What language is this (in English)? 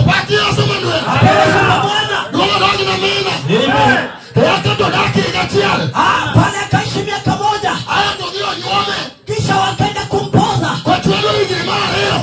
Luo (Kenya and Tanzania)